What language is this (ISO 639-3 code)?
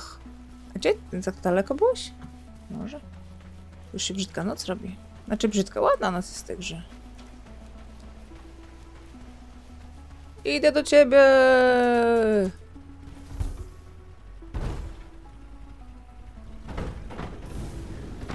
pol